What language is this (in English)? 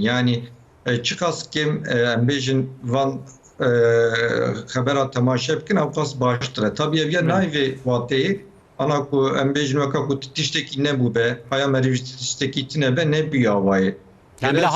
Kurdish